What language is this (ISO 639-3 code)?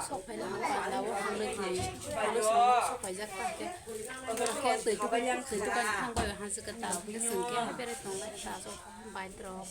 trp